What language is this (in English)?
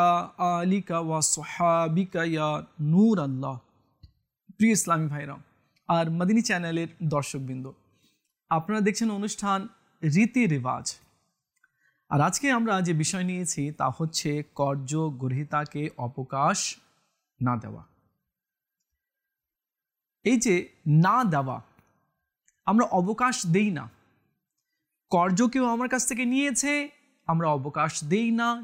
Bangla